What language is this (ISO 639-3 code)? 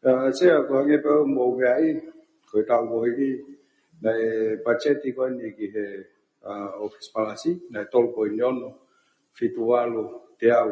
ton